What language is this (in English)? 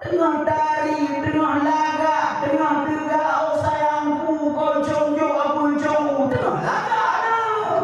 Achinese